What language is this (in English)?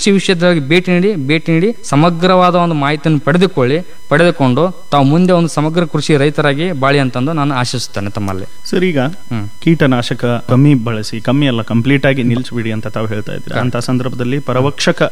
Kannada